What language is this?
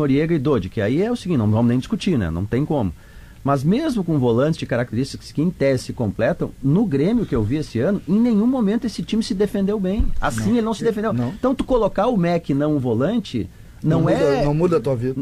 Portuguese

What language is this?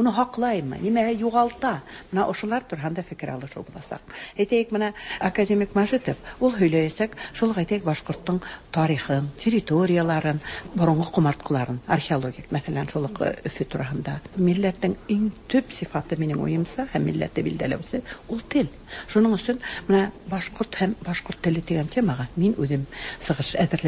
Tatar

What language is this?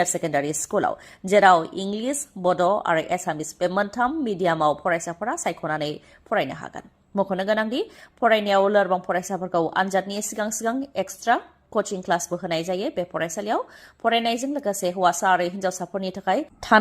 Bodo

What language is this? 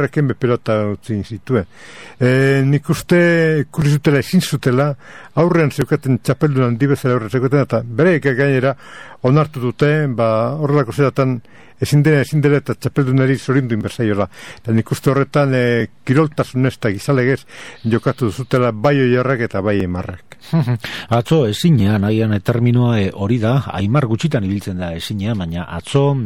Basque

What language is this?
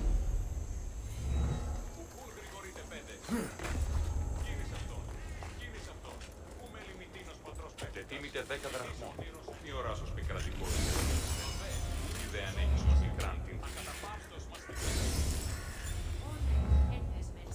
Greek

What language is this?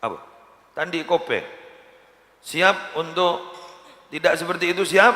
Madurese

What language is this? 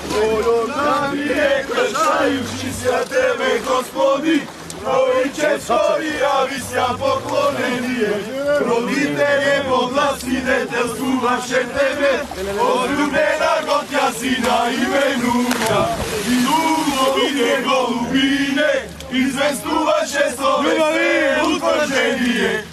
Macedonian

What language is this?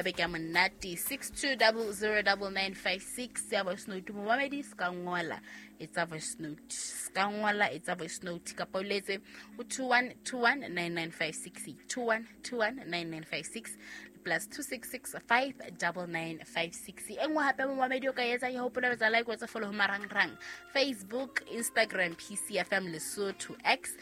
Southern Sotho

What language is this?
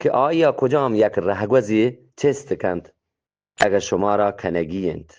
Eastern Balochi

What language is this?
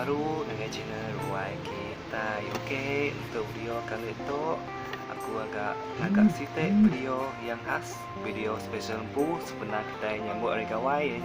Iban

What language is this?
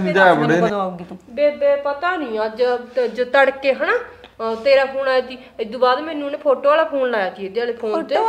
Punjabi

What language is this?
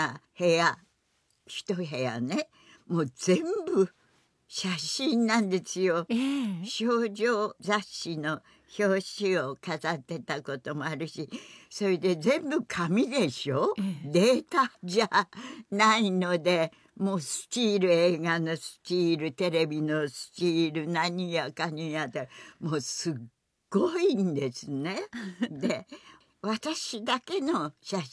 Japanese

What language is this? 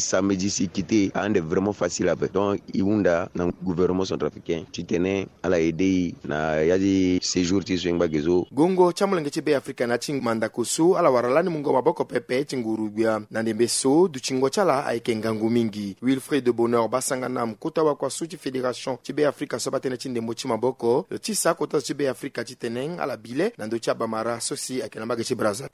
Sango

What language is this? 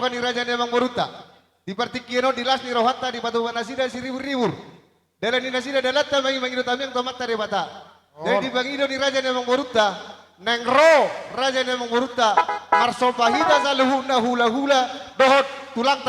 Batak Toba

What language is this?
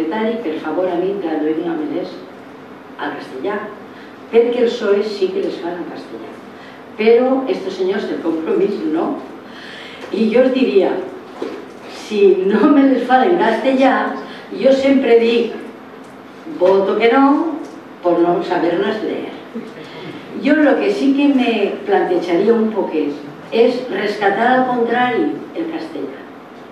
Catalan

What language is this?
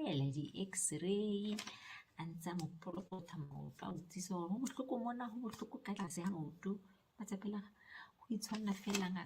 Southern Sotho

